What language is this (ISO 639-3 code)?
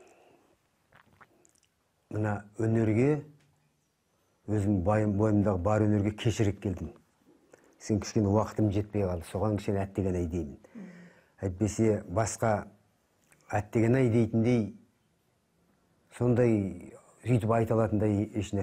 kaz